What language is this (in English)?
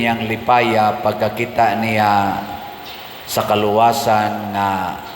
Cebuano